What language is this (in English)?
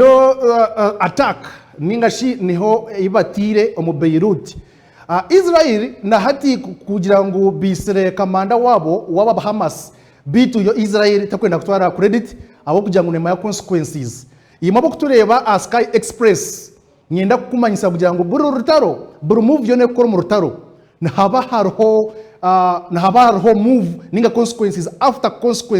Nyankole